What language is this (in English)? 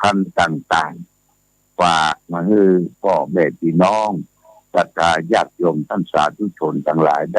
Pali